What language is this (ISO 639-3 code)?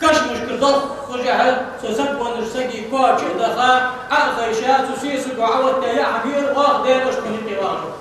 inh